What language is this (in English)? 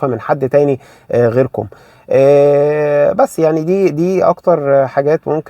Egyptian Arabic